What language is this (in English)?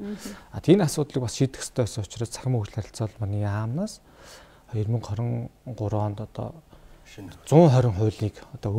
Mongolian